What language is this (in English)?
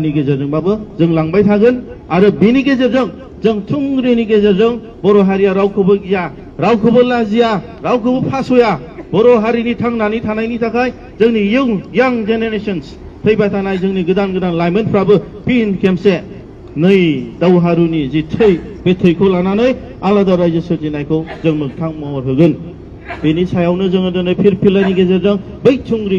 Bodo